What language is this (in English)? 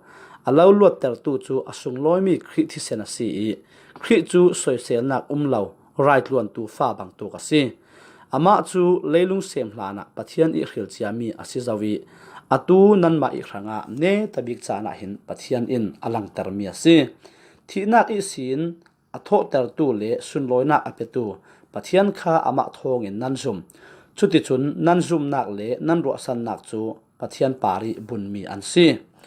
Falam Chin